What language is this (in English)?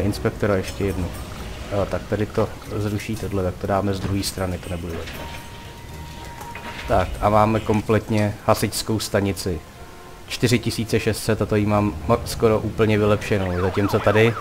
Czech